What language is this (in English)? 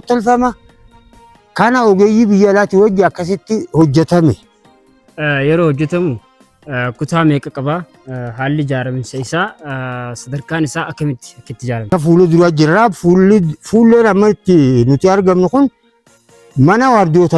Oromo